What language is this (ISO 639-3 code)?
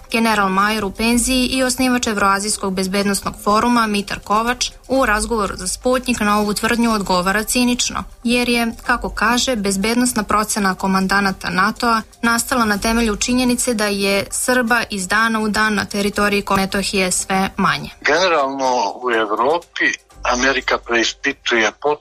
srp